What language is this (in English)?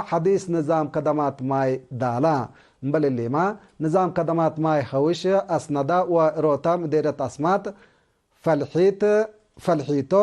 Tigre